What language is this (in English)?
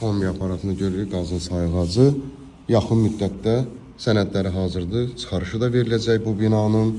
Azerbaijani